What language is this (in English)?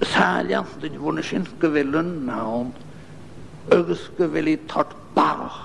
Scottish Gaelic